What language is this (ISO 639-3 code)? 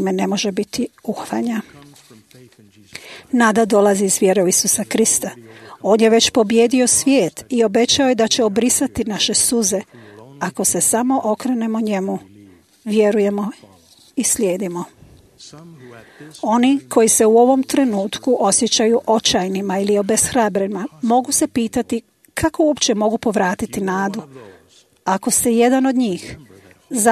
hrv